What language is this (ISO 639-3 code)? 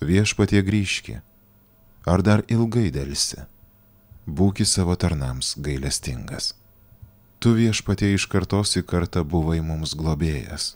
lit